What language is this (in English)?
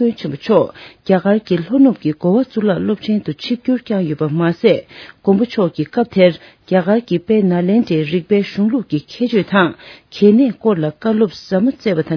Tibetan